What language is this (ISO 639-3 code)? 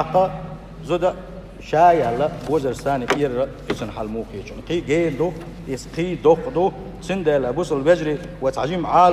che